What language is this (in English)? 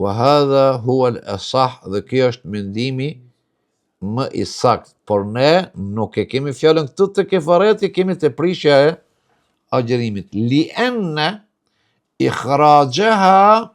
Albanian